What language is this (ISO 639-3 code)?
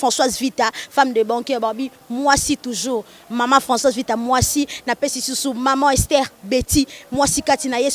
lin